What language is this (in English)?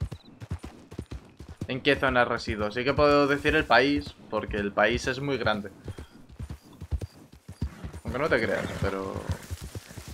Spanish